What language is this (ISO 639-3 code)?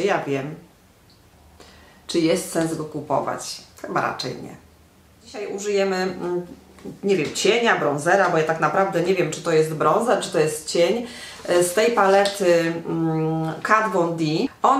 pol